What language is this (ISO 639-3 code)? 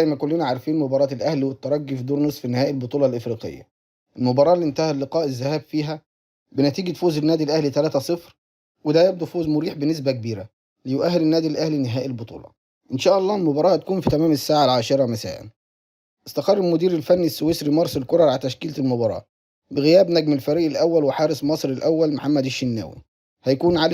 arz